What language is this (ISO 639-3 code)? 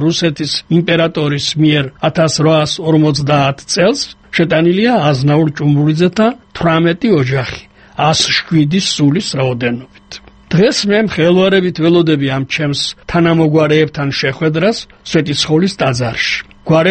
kat